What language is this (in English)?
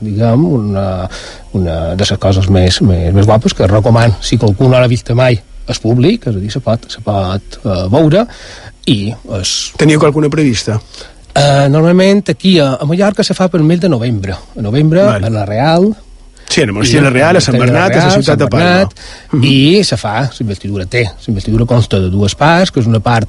Catalan